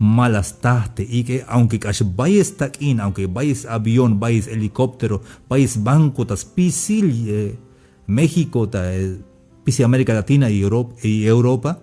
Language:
Tzeltal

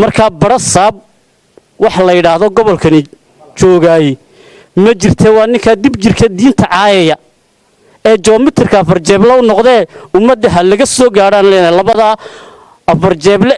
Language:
Somali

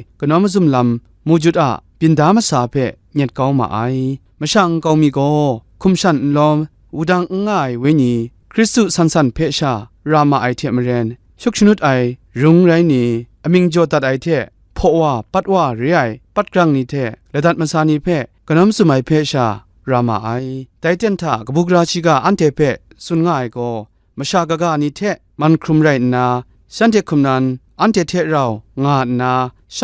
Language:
Kachin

